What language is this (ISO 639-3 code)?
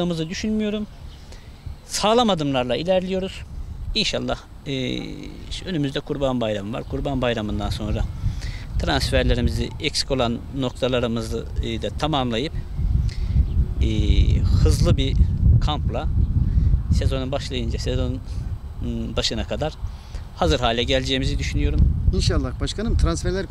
tur